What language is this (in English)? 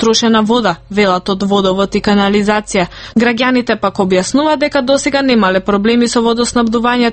Macedonian